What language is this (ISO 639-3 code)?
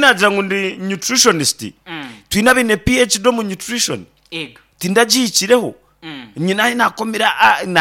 nyn